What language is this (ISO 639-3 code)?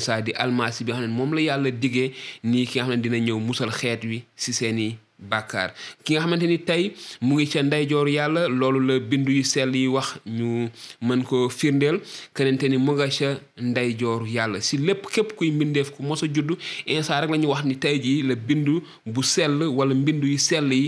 wol